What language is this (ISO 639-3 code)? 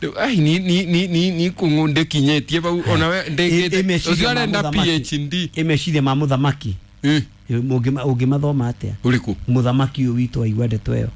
kik